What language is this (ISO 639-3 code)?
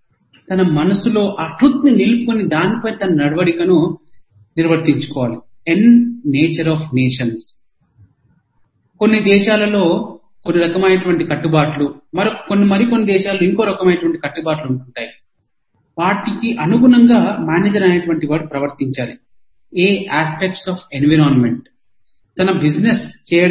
tel